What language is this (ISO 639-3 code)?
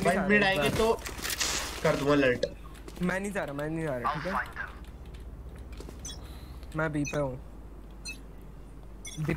hin